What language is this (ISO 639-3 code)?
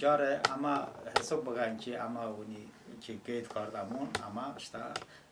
tly